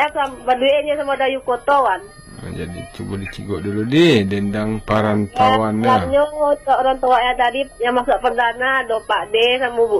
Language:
Minangkabau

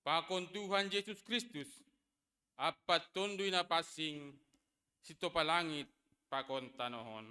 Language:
Batak Simalungun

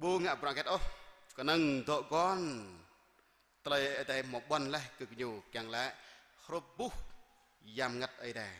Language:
Jarai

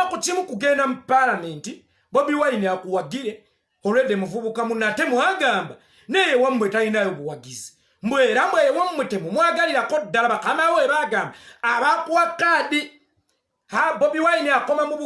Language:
Ganda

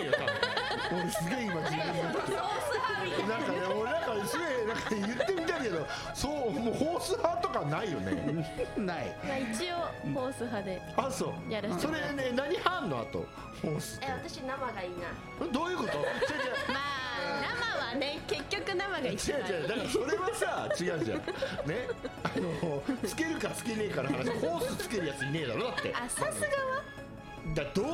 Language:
Japanese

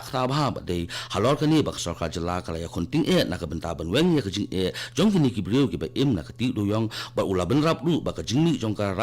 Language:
Khasi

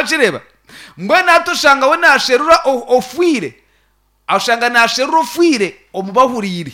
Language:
Nyankole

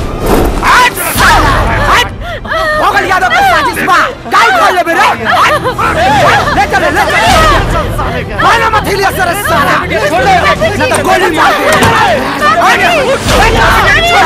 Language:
Bhojpuri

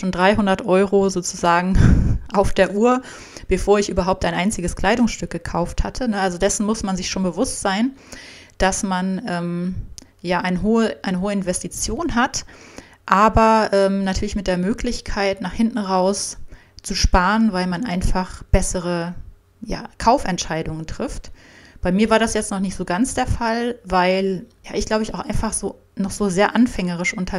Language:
German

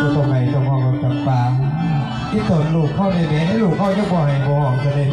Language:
Northeastern Thai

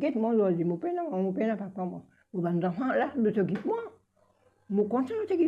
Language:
Morisyen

